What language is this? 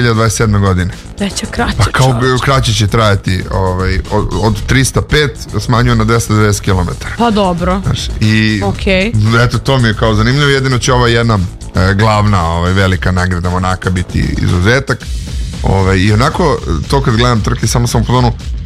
Serbian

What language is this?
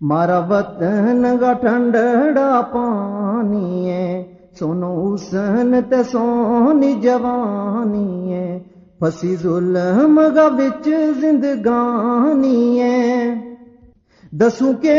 Gujari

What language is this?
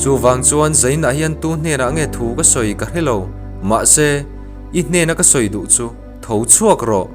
Mizo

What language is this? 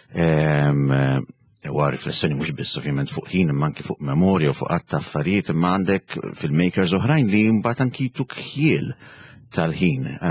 Maltese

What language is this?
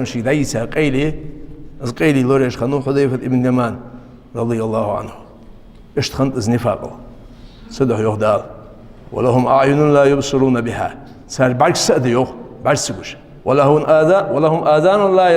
Ingush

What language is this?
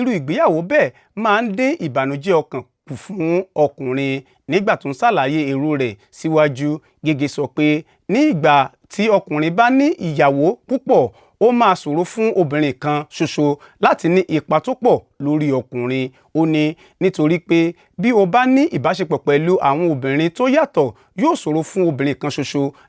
Yoruba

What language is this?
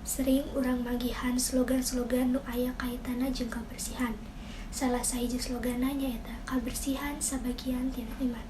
Sundanese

